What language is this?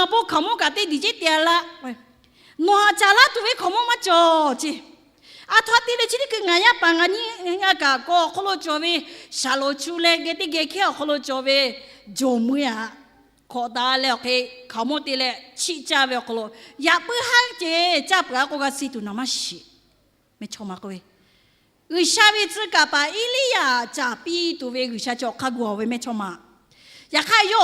Lahu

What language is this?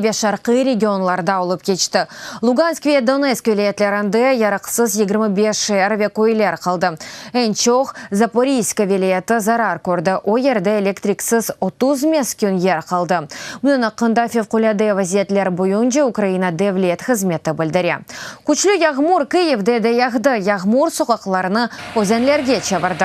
Crimean Tatar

